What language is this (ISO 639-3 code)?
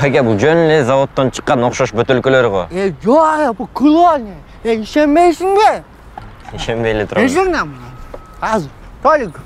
kir